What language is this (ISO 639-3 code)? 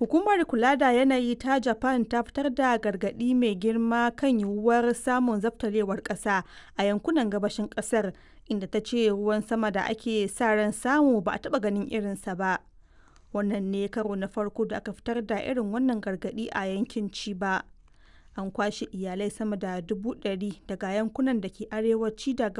hau